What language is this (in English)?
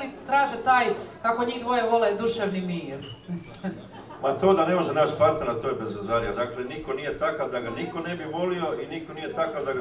Croatian